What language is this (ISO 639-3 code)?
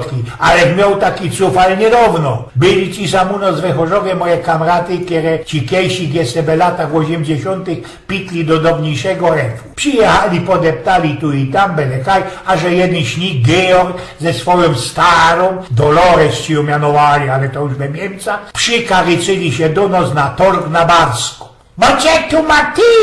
szl